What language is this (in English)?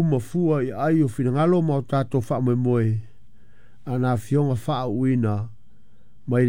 Samoan